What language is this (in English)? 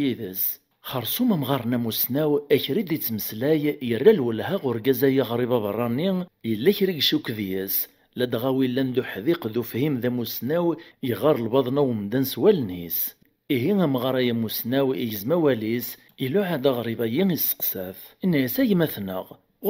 Kabyle